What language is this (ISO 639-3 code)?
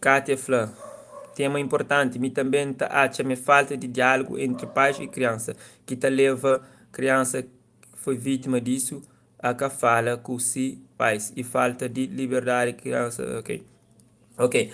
kea